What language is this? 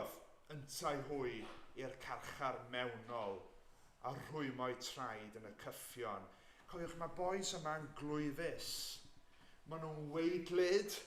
Welsh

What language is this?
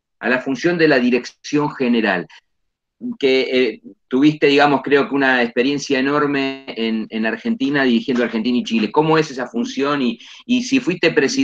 Spanish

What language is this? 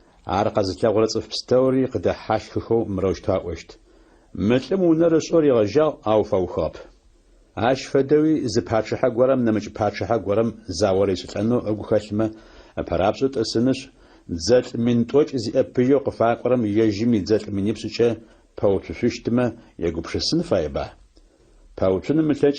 Adyghe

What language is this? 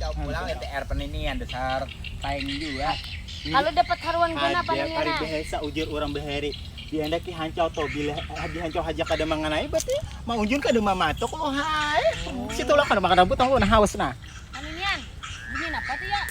Banjar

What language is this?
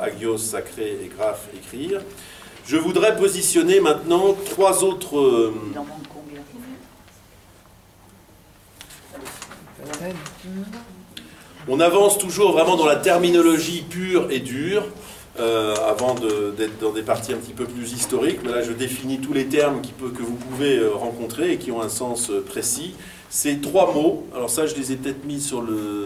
French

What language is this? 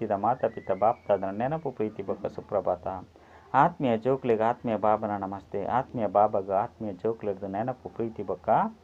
Tulu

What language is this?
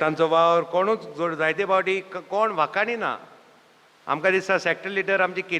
Konkani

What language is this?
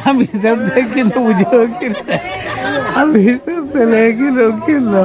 Santali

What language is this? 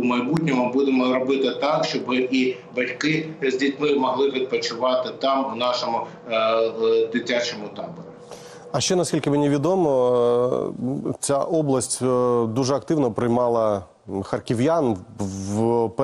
Ukrainian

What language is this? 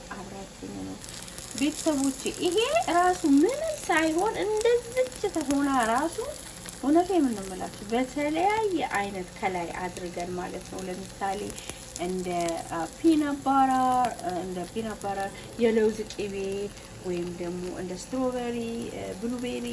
Amharic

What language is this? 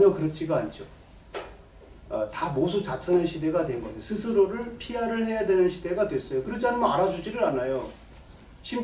Korean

